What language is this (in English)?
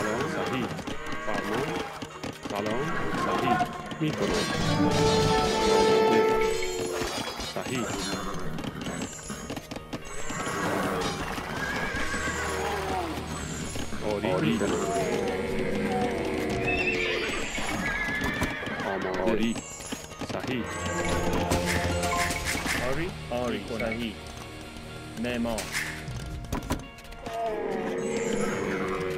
Persian